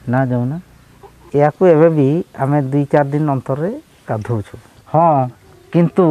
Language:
Odia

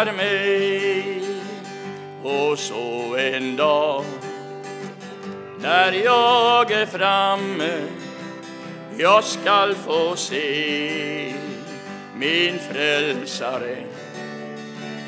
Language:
Swedish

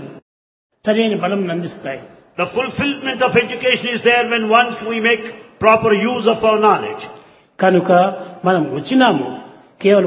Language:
Telugu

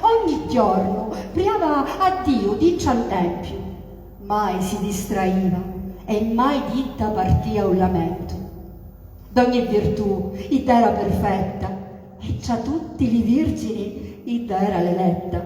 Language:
Sicilian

